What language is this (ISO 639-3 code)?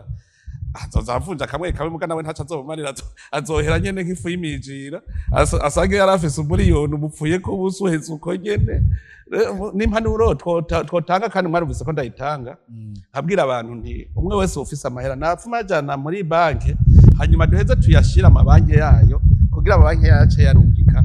run